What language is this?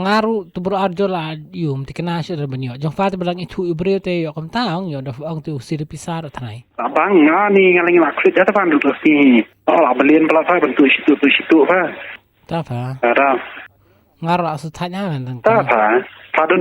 Khasi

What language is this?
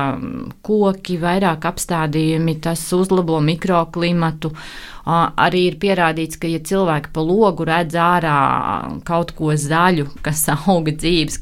Latvian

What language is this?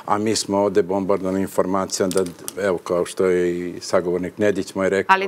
Serbian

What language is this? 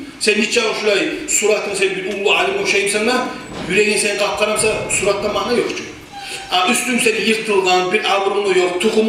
Kumyk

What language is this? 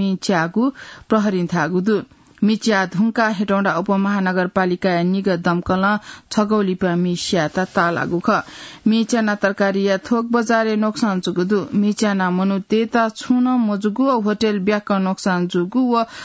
Newari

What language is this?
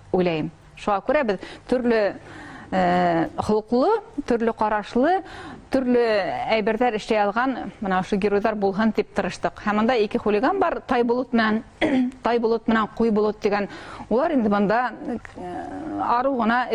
Bashkir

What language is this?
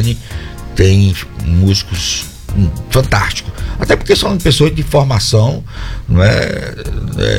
Portuguese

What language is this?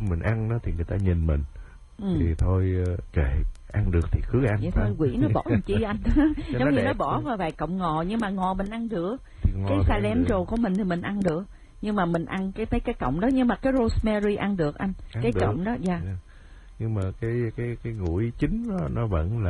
Vietnamese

